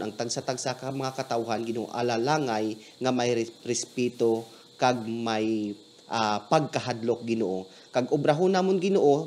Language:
Hiligaynon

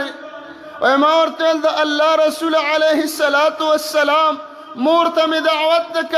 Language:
Pashto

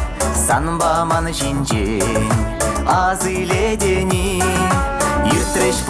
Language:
Chuvash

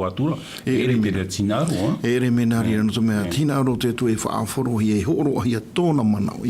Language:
Tahitian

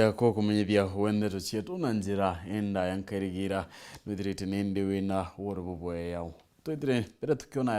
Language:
Meru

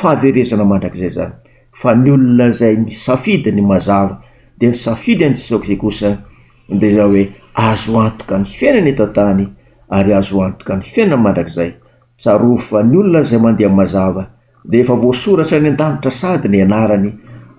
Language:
Malagasy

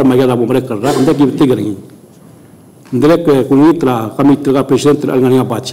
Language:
Palauan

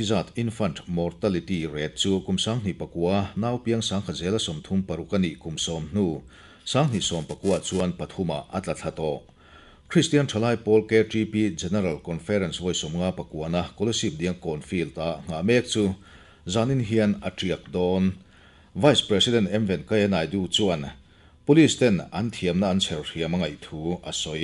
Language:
Mizo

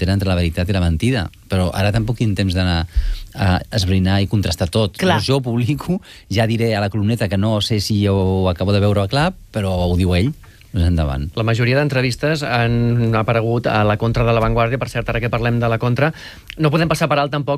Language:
Catalan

